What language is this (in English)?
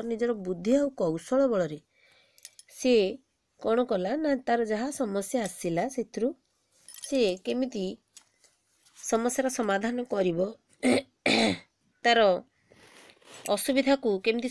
Odia